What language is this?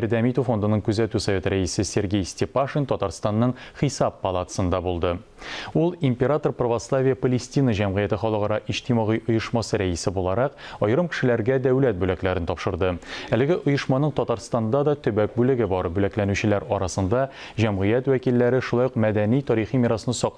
Tatar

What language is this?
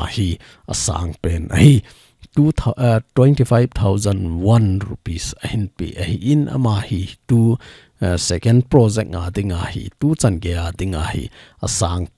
Thado Chin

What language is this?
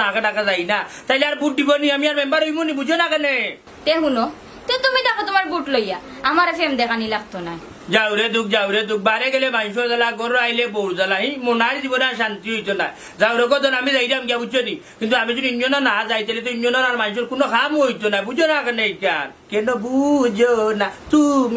Sylheti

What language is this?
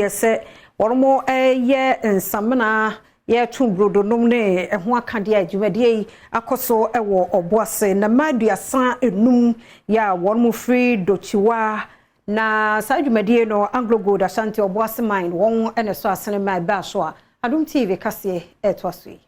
Akan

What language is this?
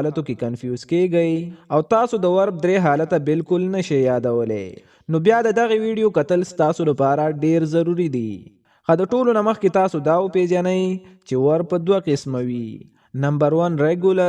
Pashto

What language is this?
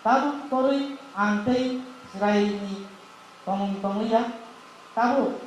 Kok Borok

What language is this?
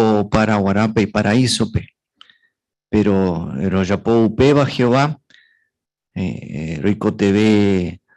Guarani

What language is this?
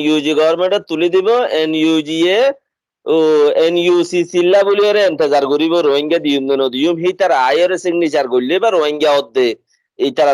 Rohingya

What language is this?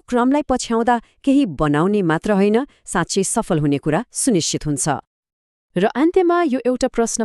Nepali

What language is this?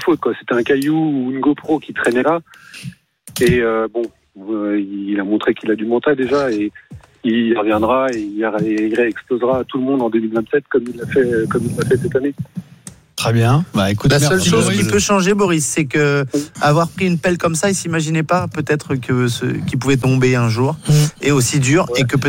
French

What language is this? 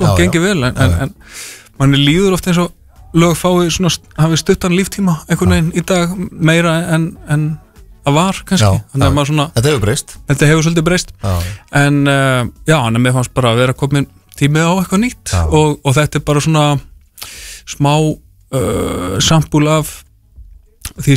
Icelandic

